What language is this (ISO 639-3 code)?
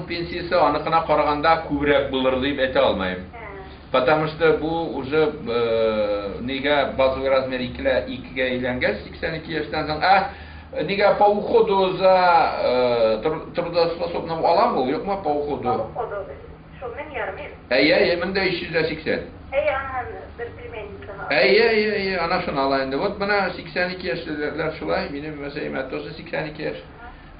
bak